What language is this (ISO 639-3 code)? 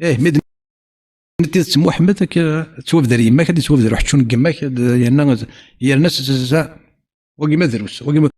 kab